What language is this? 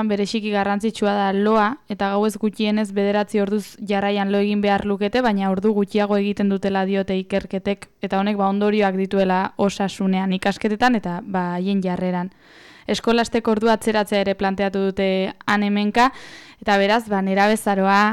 Basque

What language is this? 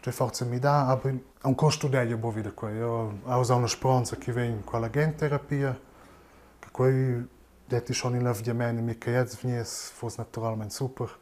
Romansh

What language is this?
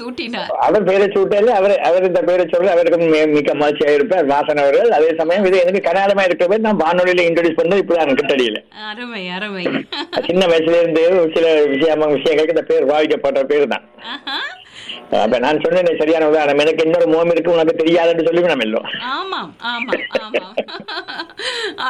Tamil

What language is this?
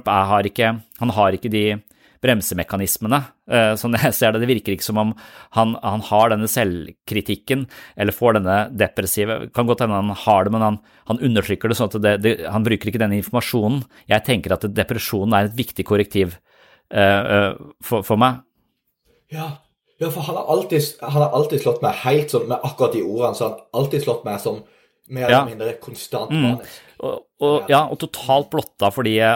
Norwegian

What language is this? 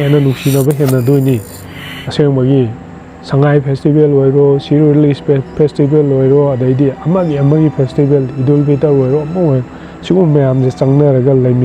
Manipuri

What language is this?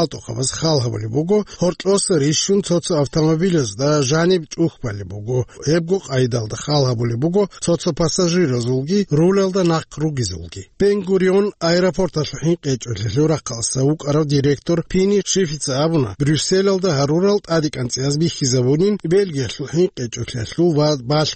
Avaric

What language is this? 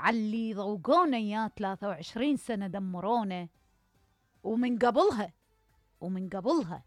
Mesopotamian Arabic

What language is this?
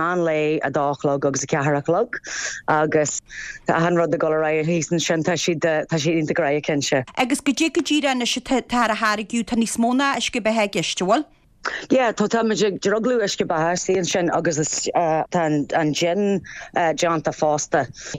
Irish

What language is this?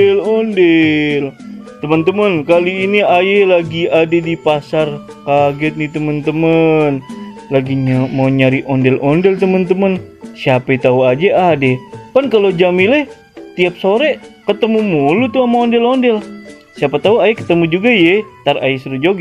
Betawi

